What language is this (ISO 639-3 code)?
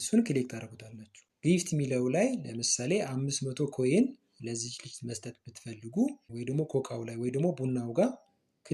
amh